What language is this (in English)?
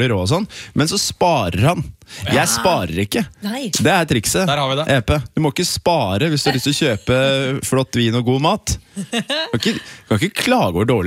Norwegian